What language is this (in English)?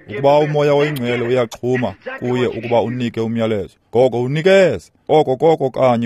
Xhosa